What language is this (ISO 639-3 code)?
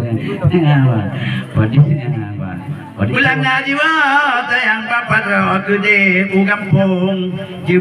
ace